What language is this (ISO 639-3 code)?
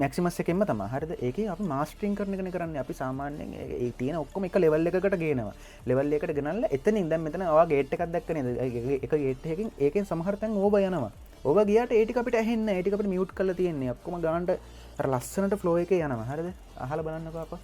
sin